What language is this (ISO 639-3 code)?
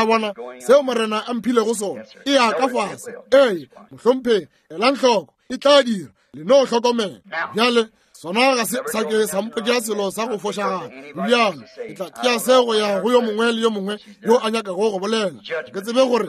nso